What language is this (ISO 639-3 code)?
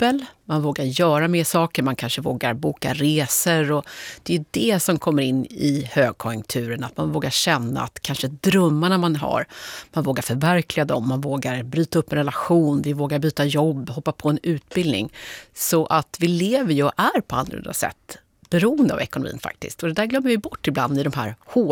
swe